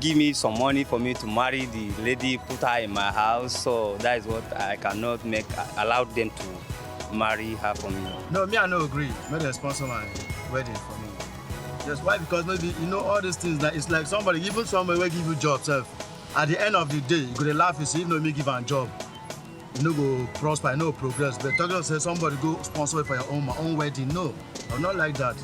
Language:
Nigerian Pidgin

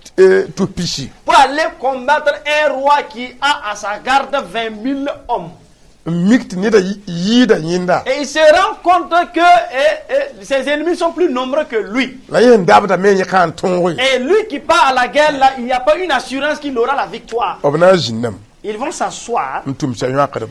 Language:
Mossi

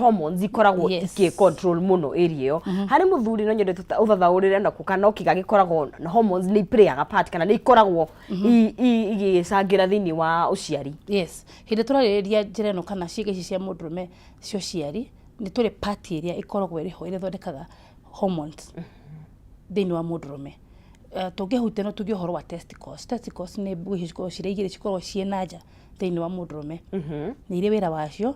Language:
Kikuyu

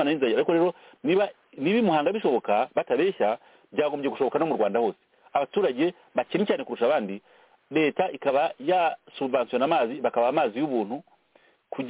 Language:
Kinyarwanda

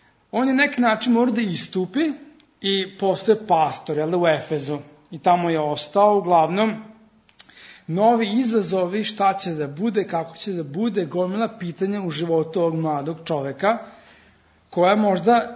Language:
Serbian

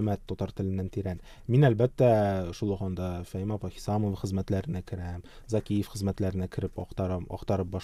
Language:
Tatar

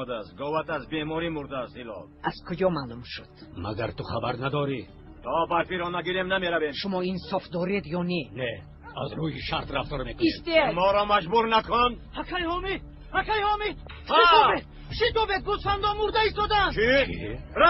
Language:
Tajik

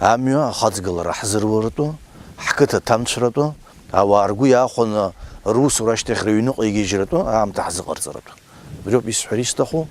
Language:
Abkhazian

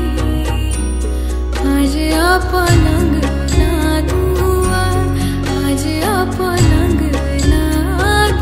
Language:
Bhojpuri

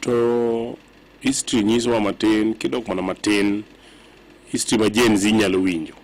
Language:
Luo (Kenya and Tanzania)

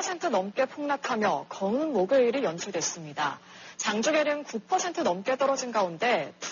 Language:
Korean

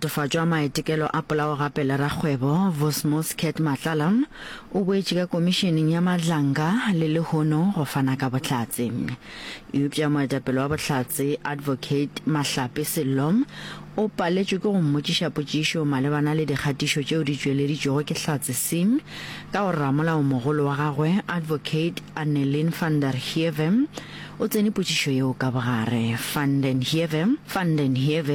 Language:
Northern Sotho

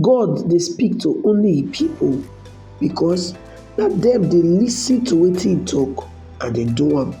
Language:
Nigerian Pidgin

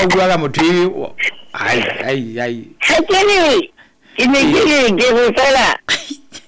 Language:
Southern Sotho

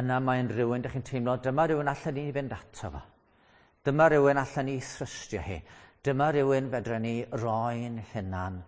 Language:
Welsh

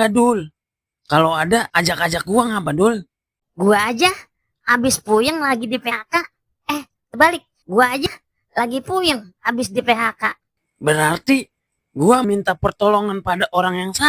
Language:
Betawi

